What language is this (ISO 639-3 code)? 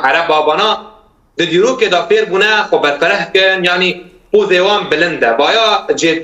kur